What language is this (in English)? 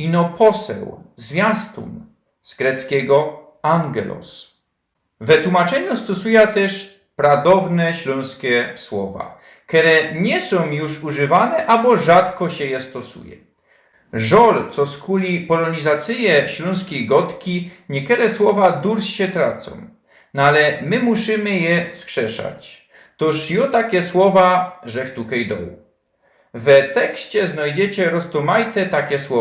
Silesian